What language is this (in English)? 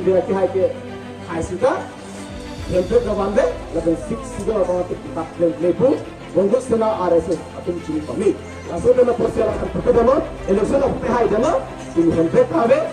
Karbi